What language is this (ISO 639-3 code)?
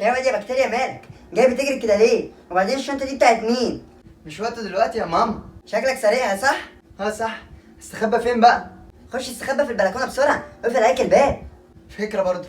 arz